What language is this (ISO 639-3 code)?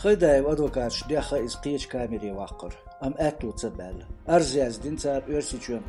che